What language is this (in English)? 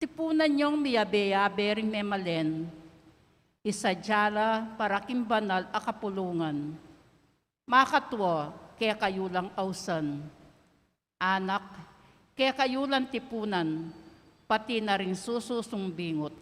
Pampanga